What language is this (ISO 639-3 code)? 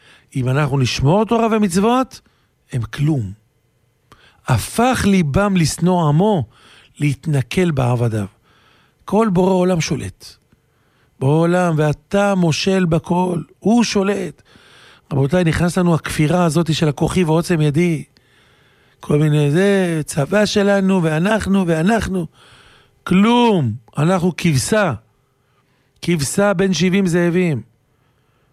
heb